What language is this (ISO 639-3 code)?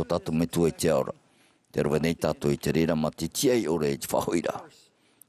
tah